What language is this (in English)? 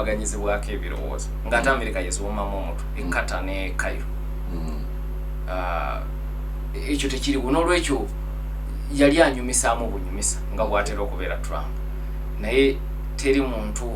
Ganda